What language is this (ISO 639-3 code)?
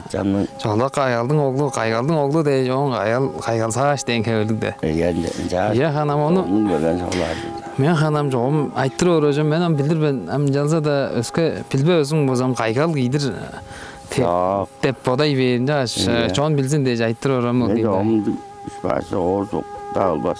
tyv